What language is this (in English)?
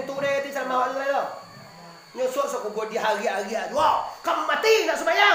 Minangkabau